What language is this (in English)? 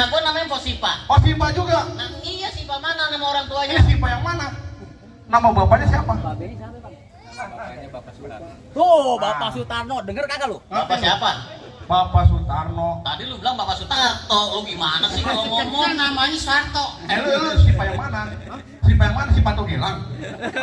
Betawi